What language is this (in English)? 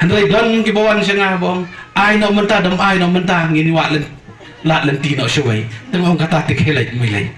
Khasi